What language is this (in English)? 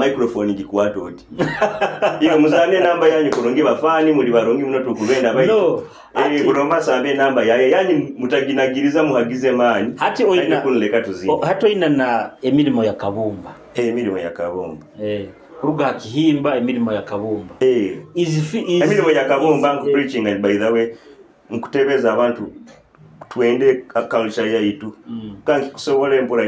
Nyoro